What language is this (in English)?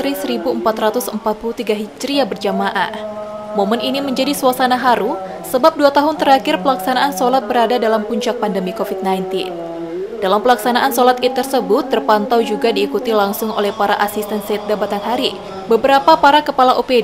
Indonesian